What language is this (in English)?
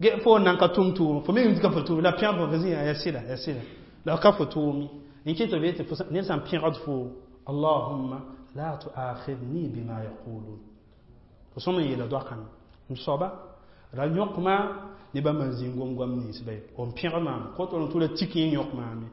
Mossi